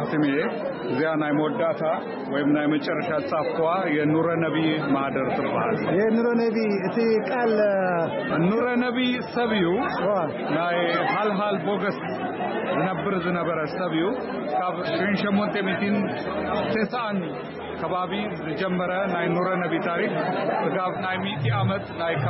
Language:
Tigrinya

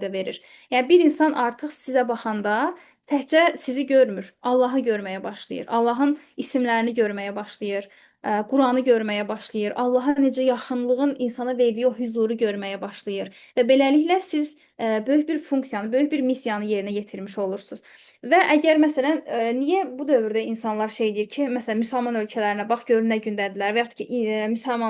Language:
Azerbaijani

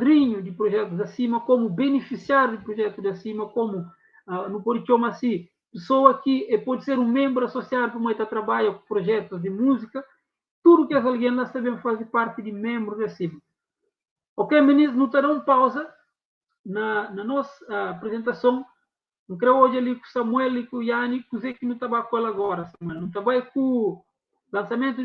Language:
Kabuverdianu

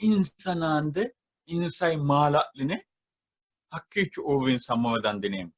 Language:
Sidamo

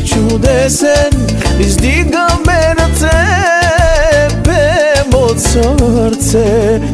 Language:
Bulgarian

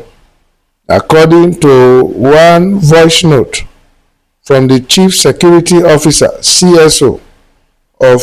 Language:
Nigerian Pidgin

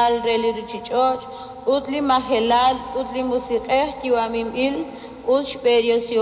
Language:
Kekchí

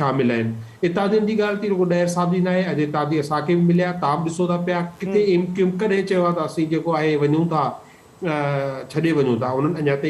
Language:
Sindhi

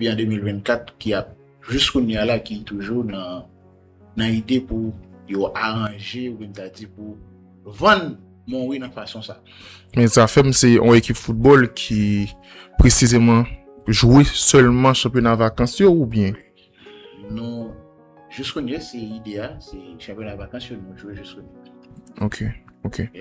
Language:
Haitian Creole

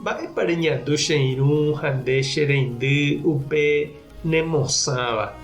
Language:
Guarani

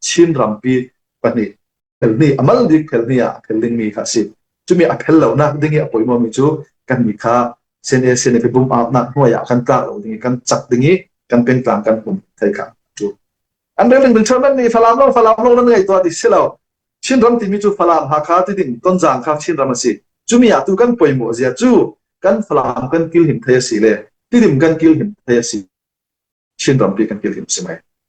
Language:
Falam Chin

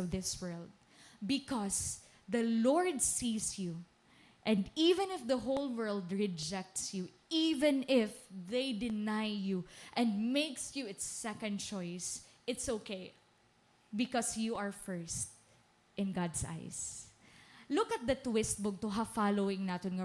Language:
Waray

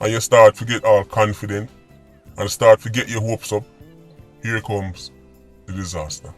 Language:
Jamaican Creole English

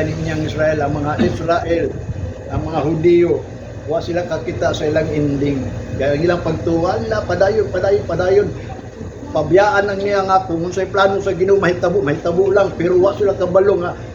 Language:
Cebuano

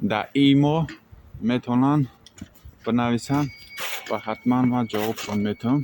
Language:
Tajik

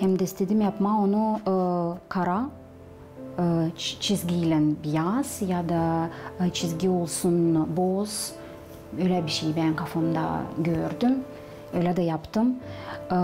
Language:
Gagauz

